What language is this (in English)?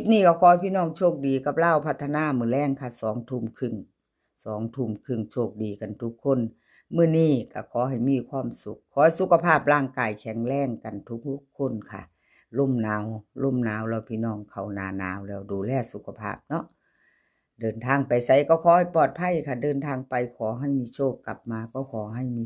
Northeastern Thai